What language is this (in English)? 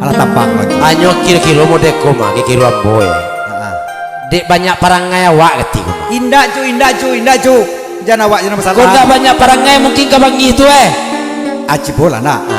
Minangkabau